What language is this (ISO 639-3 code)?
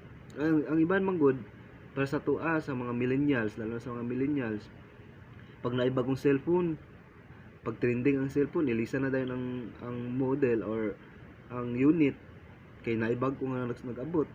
ceb